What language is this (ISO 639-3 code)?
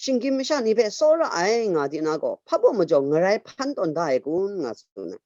kac